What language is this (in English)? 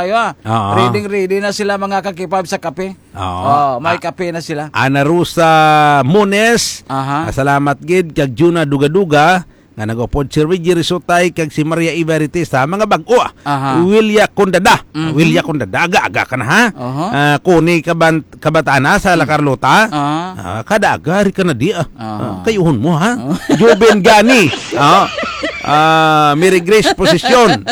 Hiligaynon